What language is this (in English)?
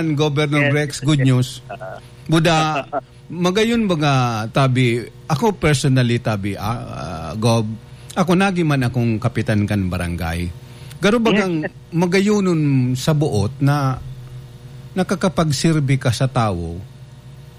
Bikol